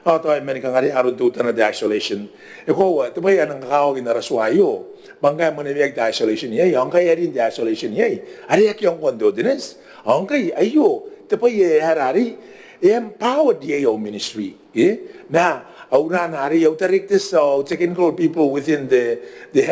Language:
Gilbertese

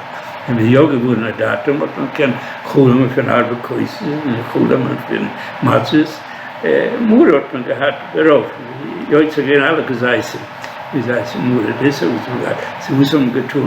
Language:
Yiddish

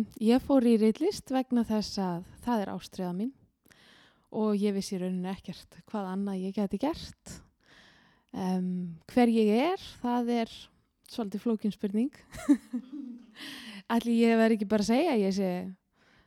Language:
Icelandic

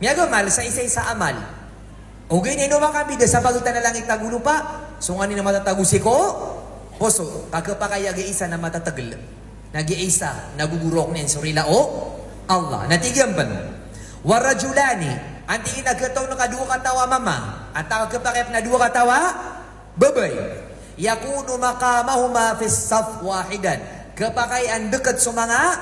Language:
Maranao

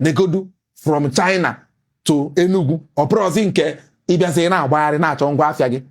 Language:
Igbo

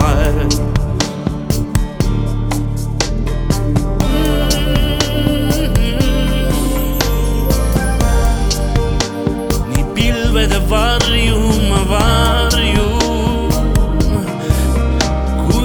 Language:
Estonian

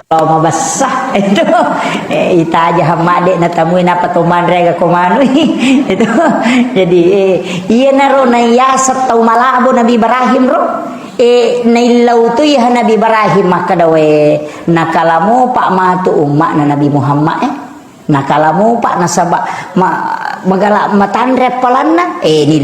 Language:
Buginese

